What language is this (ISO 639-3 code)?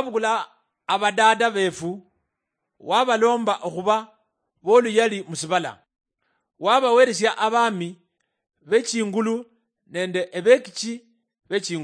luy